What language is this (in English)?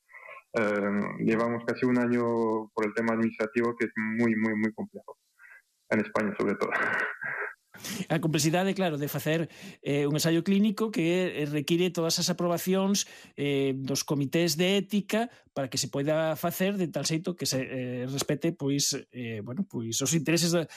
Galician